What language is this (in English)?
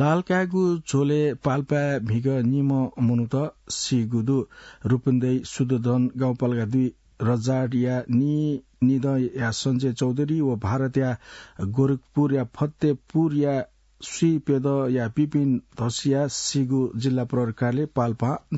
Newari